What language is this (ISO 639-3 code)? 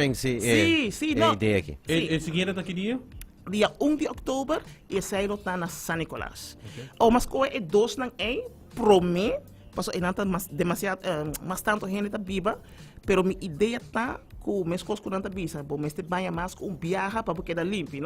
pap